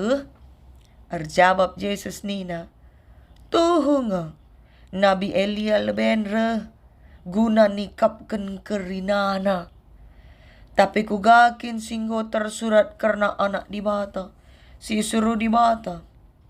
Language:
Batak Karo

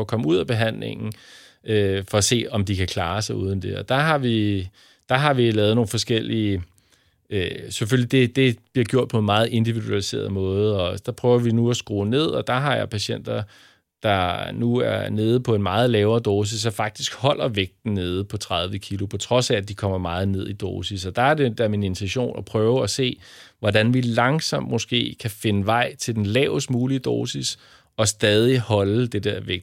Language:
Danish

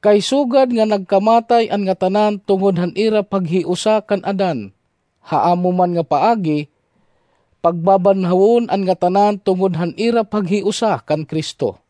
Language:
Waray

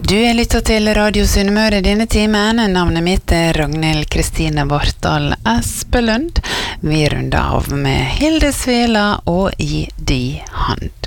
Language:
Norwegian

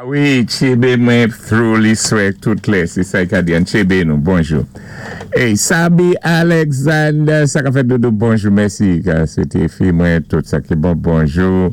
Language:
Saint Lucian Creole French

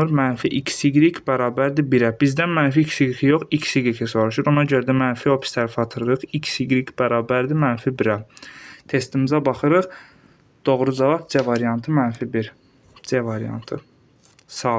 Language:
Azerbaijani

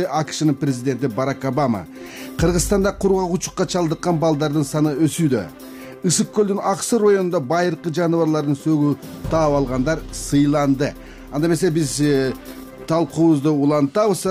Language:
Kyrgyz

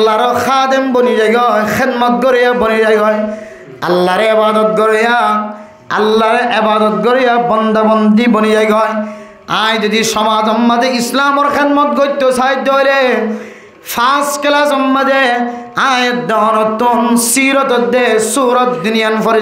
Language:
Rohingya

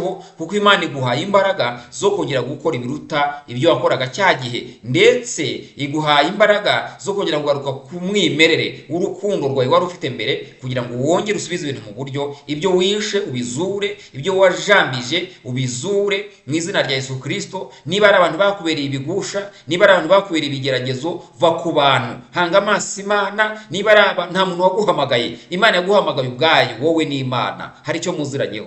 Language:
Kinyarwanda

